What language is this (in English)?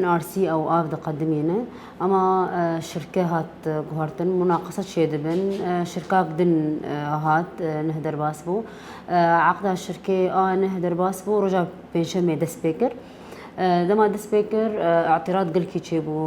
Kurdish